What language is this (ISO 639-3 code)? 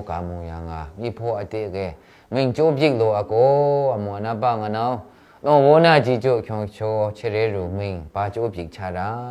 mhx